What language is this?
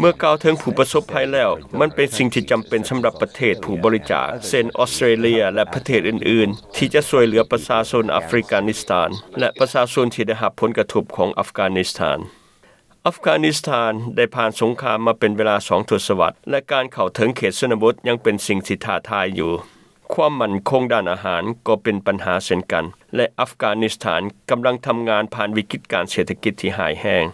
Lao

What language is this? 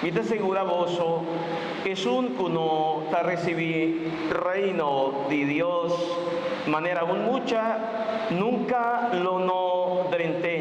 Papiamento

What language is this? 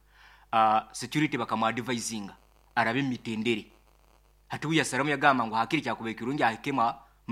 Nyoro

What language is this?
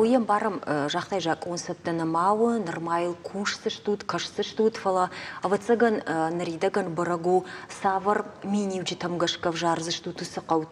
Ossetic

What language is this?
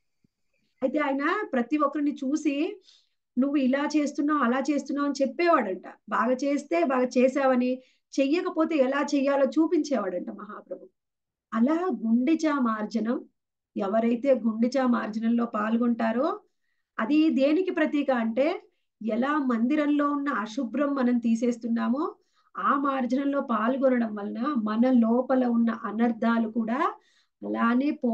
Telugu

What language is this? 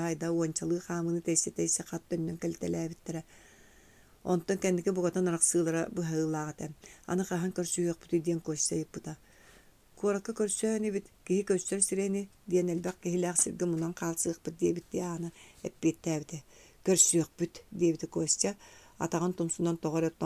Yakut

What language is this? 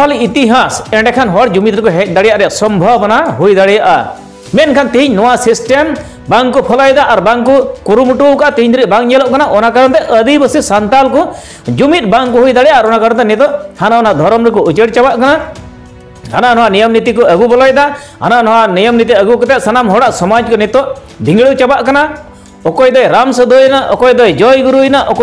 Santali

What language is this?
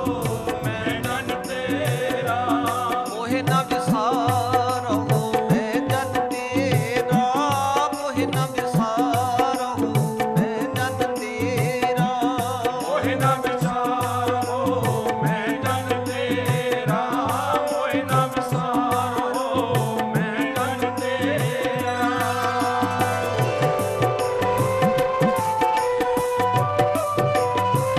Punjabi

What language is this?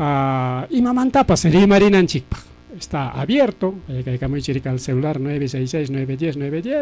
Ayacucho Quechua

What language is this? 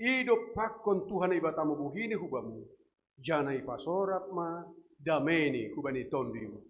Batak Simalungun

